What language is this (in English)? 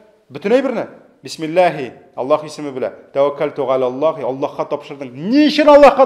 Tatar